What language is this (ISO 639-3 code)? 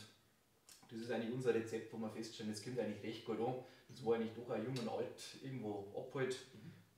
bar